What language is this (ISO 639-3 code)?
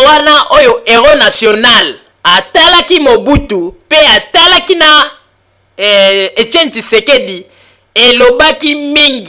lin